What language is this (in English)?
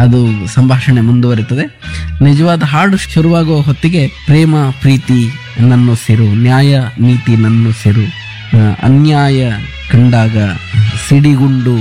Kannada